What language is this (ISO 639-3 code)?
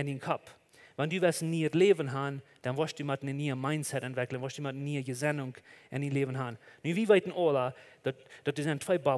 pdt